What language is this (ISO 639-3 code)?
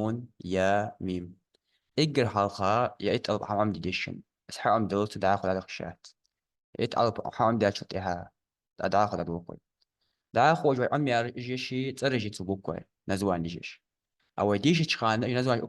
inh